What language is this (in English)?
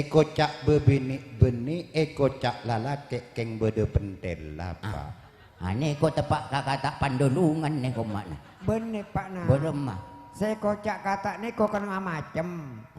Madurese